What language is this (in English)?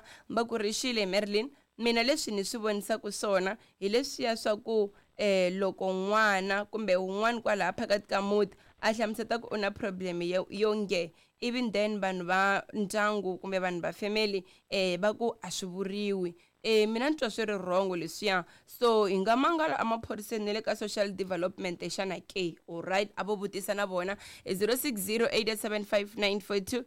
Tsonga